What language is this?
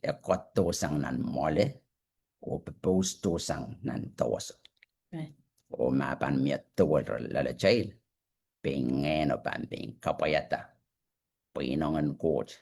Pohnpeian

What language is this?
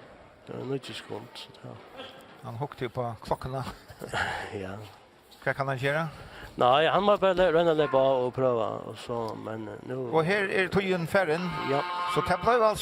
Faroese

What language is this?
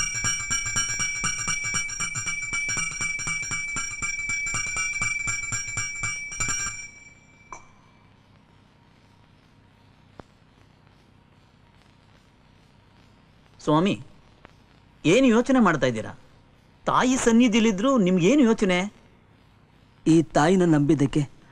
Kannada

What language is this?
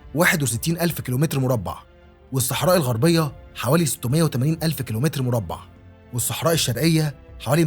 Egyptian Arabic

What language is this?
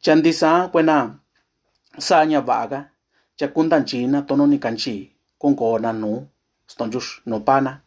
Mixtepec Mixtec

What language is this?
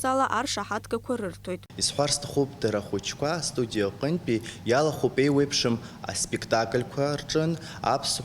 Abkhazian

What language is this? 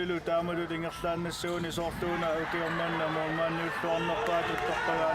Kalaallisut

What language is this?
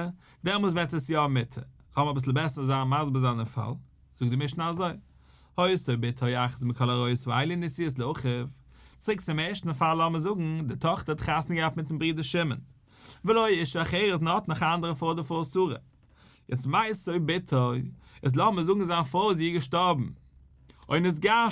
Yiddish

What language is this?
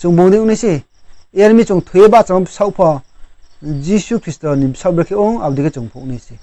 Riang (India)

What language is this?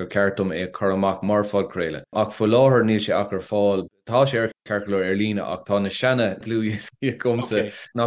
Irish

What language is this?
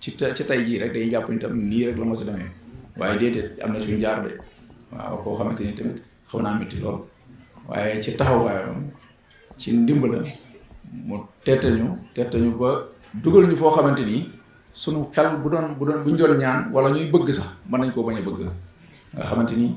Wolof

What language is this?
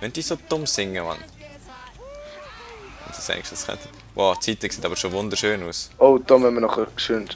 Swiss German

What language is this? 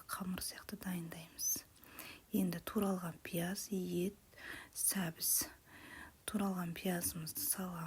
Kazakh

